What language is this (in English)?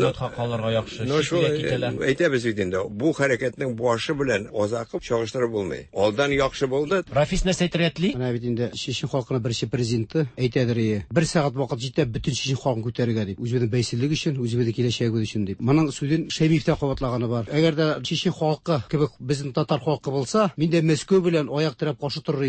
Tatar